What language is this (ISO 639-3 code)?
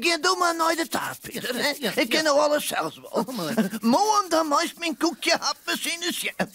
fry